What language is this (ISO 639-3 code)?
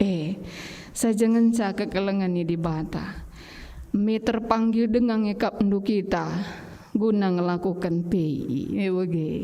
btx